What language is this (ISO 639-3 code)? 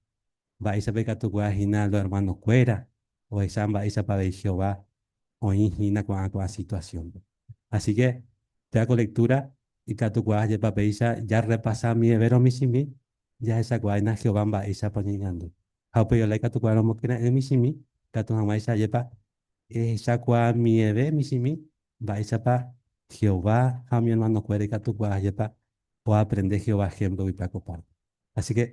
grn